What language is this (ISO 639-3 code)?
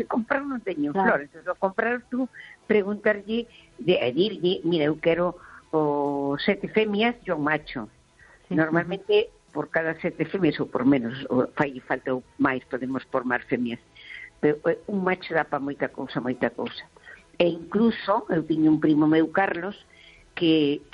glg